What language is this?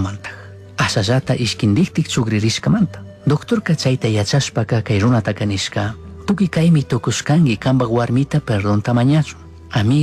Chimborazo Highland Quichua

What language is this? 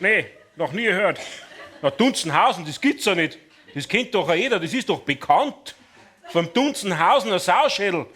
Bavarian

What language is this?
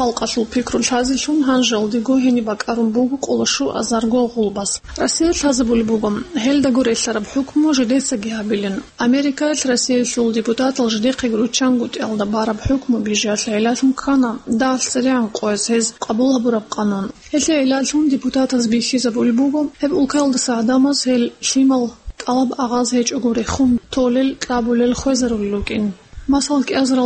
Avaric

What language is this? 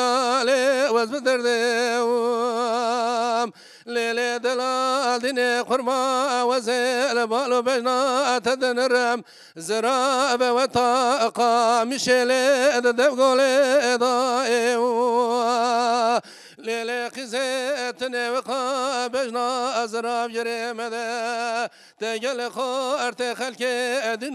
Kurdish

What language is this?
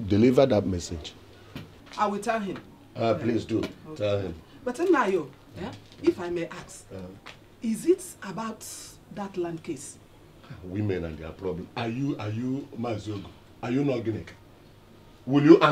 Nigerian Pidgin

